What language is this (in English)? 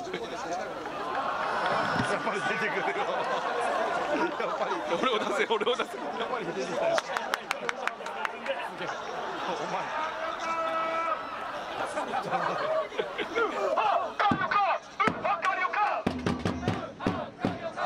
Japanese